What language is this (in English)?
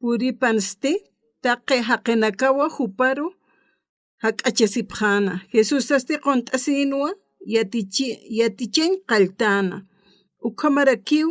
Aymara